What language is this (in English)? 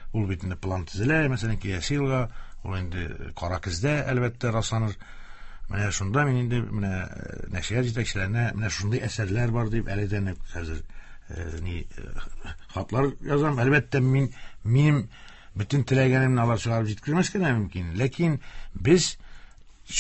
Tatar